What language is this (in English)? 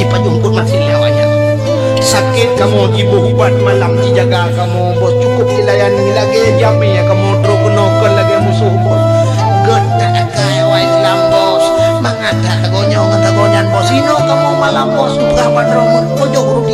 Achinese